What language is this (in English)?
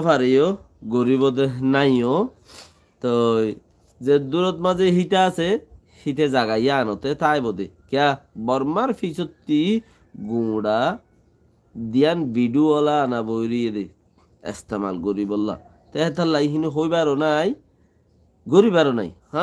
Rohingya